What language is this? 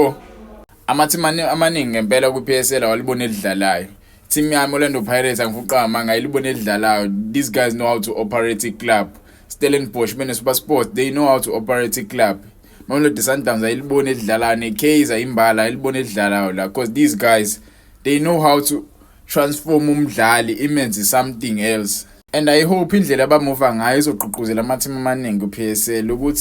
Zulu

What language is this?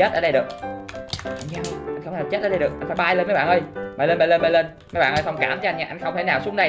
Vietnamese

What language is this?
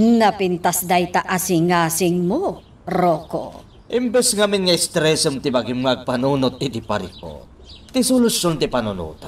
Iloko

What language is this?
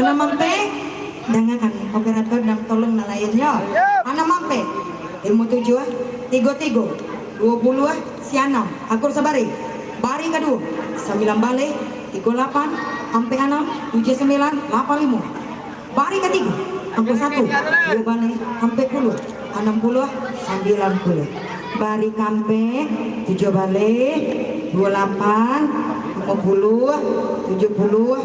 Minangkabau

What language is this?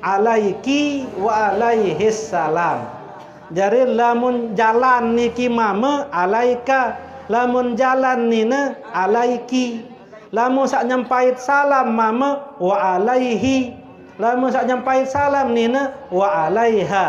Sasak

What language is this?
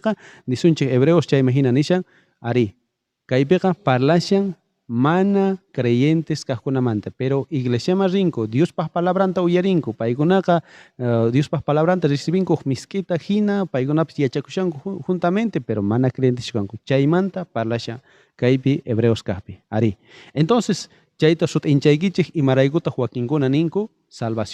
South Bolivian Quechua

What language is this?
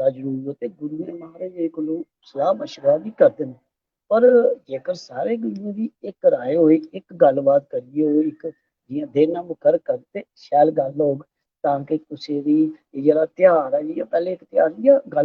Dogri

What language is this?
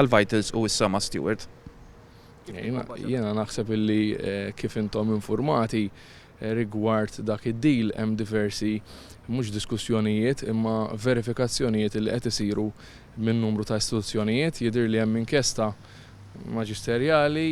Maltese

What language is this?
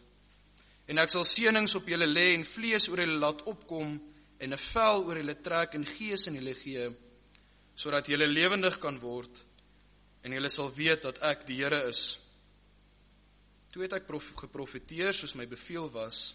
Afrikaans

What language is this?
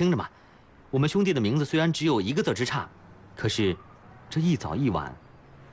Chinese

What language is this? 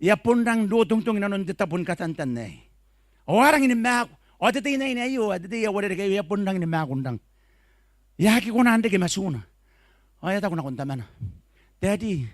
Gilbertese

